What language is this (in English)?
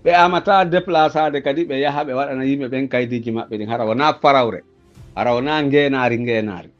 Pular